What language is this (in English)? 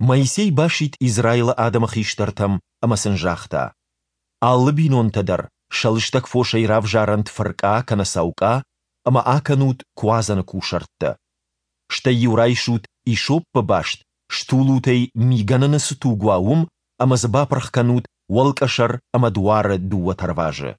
Ossetic